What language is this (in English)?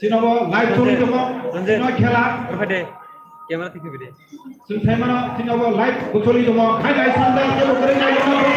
Kok Borok